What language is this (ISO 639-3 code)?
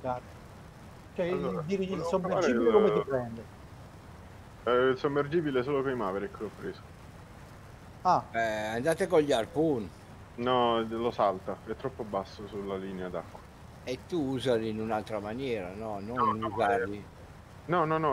ita